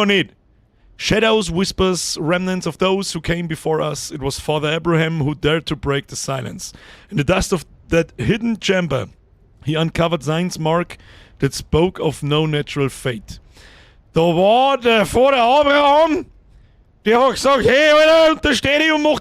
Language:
Bavarian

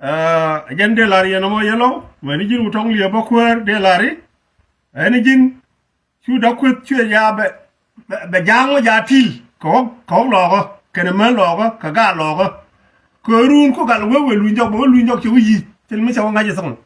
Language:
Nuer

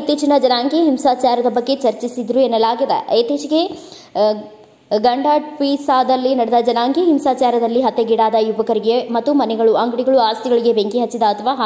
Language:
Kannada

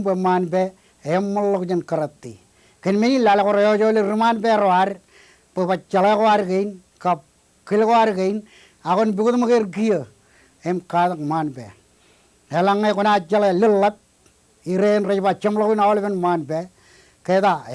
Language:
Marshallese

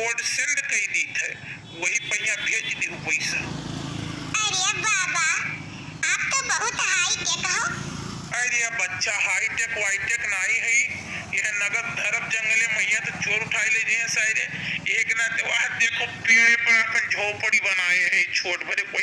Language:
Awadhi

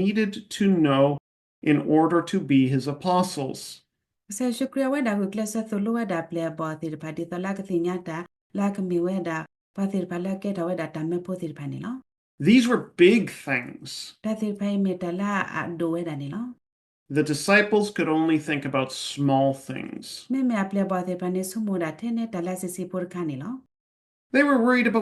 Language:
S'gaw Karen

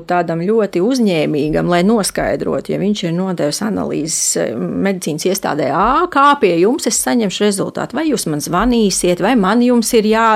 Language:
Latvian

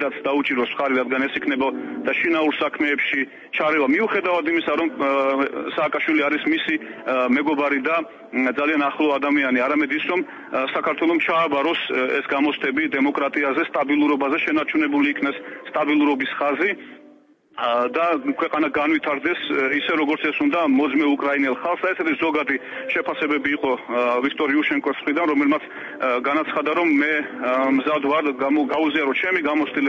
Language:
Georgian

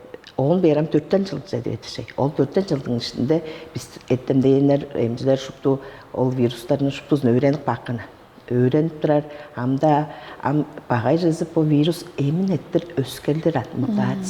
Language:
Tuvinian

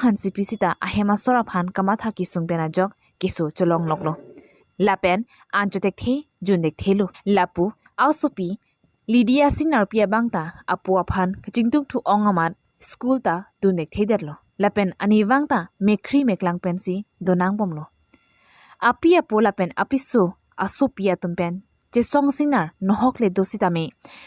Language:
Karbi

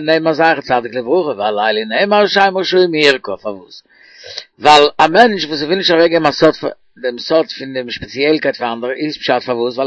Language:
Yiddish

